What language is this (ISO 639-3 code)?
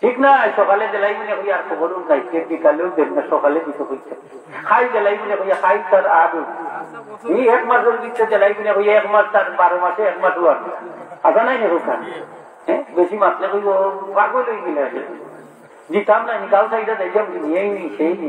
syl